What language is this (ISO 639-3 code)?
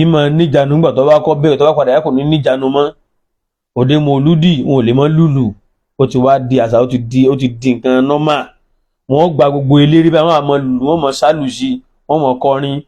yor